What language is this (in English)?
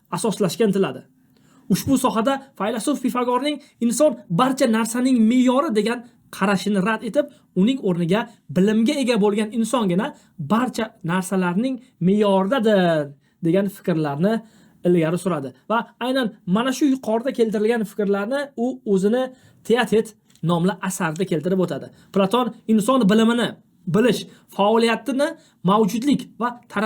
Uzbek